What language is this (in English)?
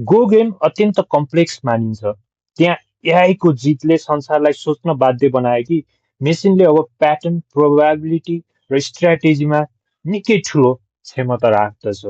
Nepali